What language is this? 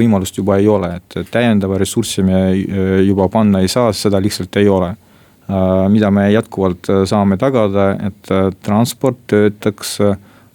Estonian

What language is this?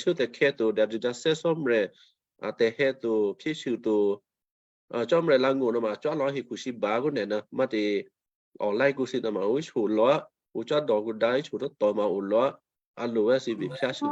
Western Kayah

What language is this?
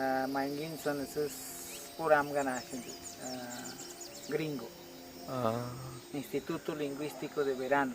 Awa-Cuaiquer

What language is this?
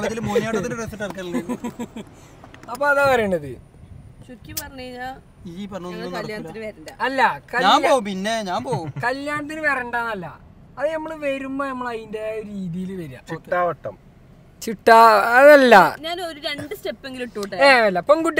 Malayalam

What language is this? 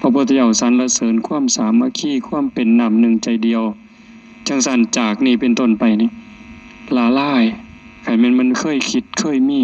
Northeastern Thai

